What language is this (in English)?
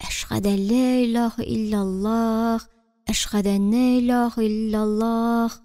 Tatar